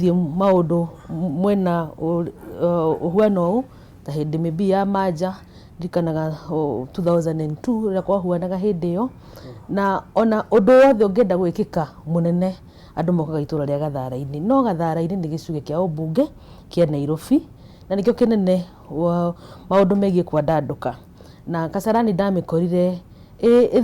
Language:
Kikuyu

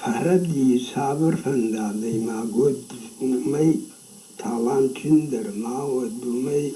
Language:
Ossetic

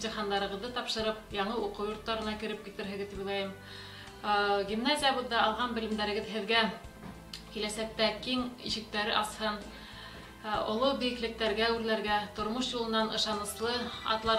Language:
Bashkir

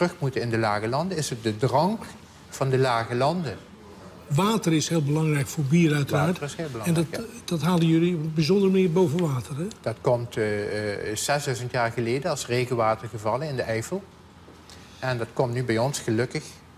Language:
Dutch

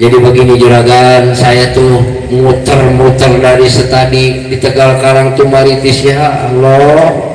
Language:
Betawi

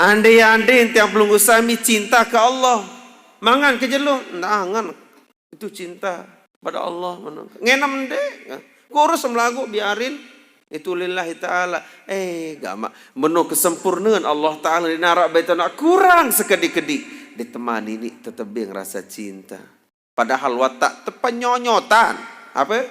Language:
Sasak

